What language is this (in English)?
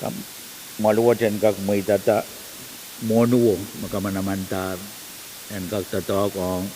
Pohnpeian